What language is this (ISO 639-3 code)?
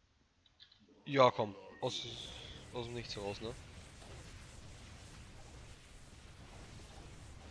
deu